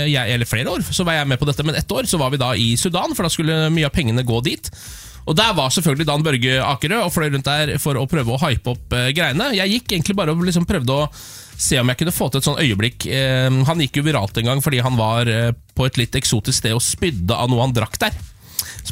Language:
Norwegian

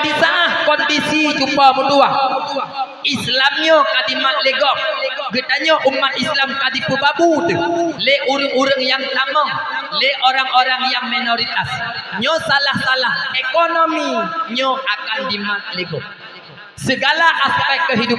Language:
Achinese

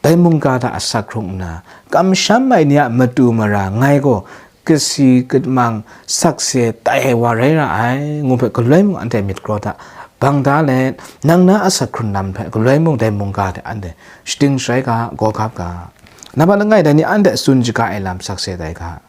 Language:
Kachin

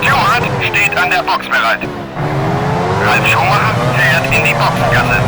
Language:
Bavarian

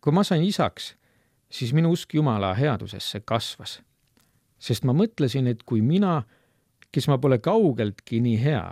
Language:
Estonian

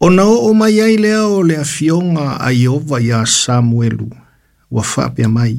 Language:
Samoan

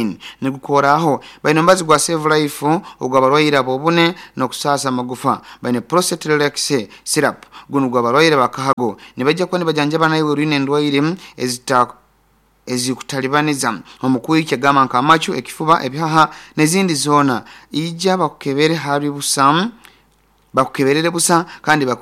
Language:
Nyoro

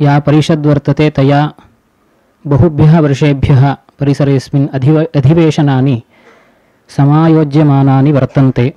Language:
Sanskrit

